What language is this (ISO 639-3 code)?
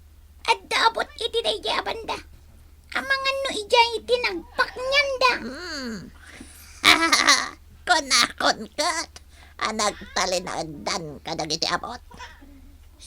ilo